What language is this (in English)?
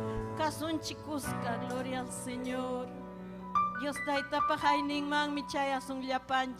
Ayacucho Quechua